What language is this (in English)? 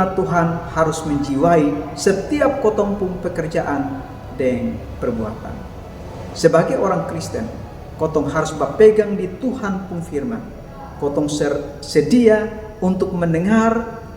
Kupang Malay